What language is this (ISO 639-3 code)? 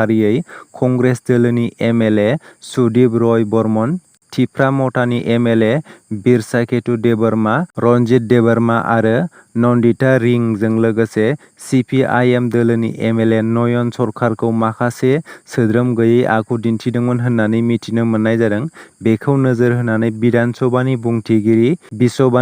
brx